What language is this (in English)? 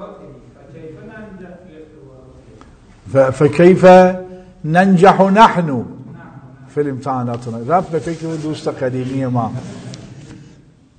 Persian